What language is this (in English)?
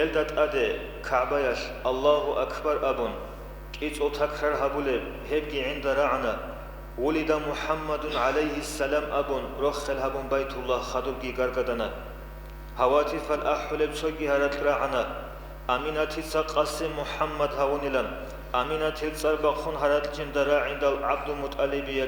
Avaric